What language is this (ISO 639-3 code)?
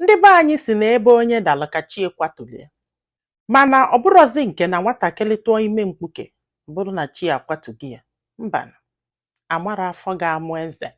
ibo